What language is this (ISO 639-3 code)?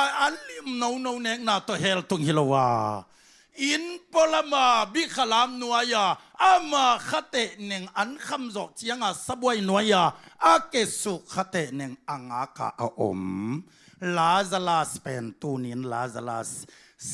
ctd